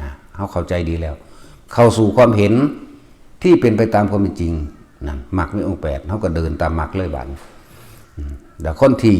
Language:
Northeastern Thai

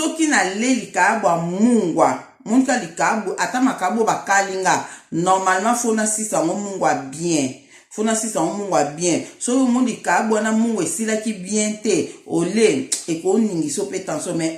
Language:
Lingala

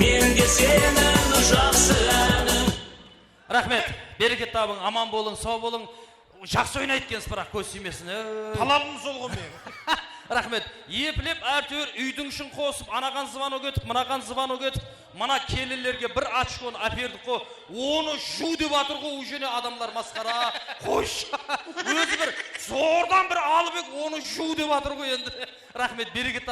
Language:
Kara-Kalpak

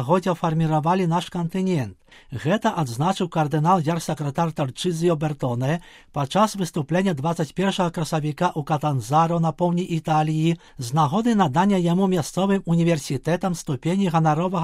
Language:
Belarusian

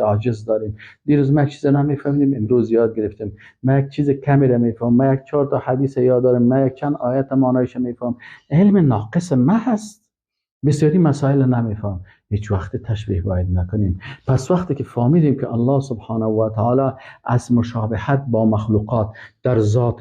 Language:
Persian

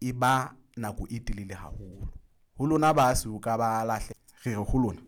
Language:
Southern Sotho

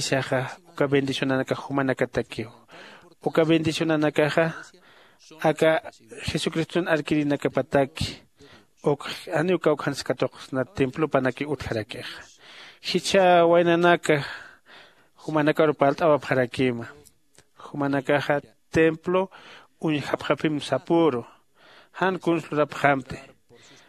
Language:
Aymara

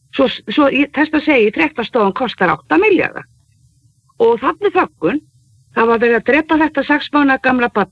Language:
Icelandic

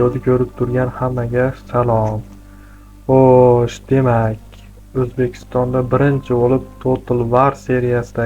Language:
Uzbek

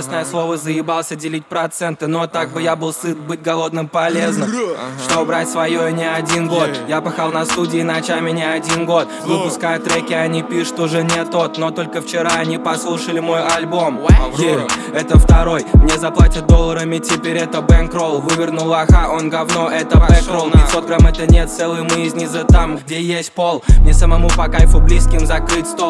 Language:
Russian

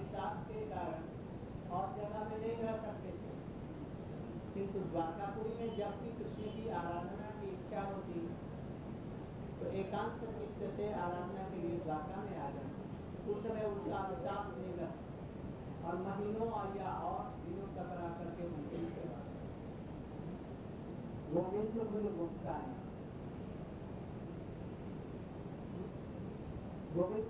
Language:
Hindi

